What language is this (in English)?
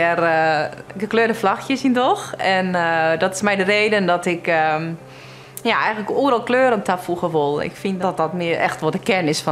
Western Frisian